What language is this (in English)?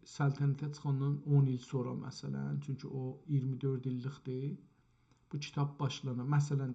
South Azerbaijani